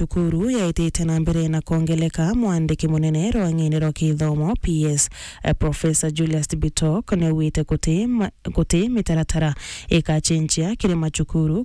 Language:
Meru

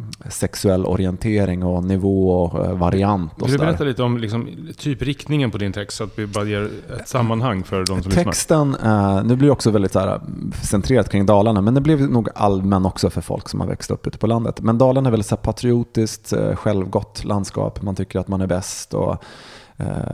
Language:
Swedish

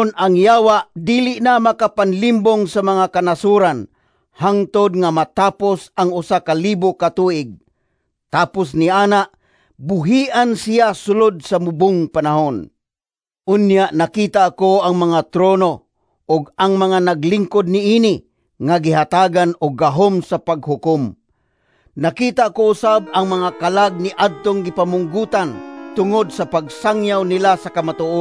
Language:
Cebuano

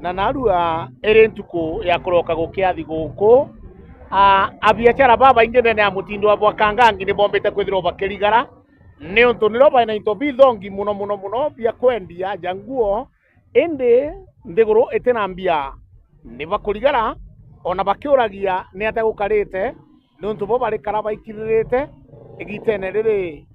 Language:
Meru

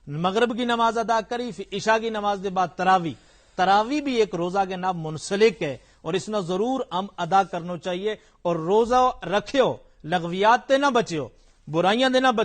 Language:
Gujari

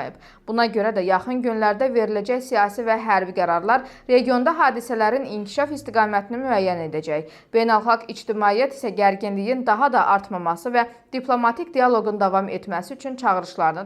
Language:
Azerbaijani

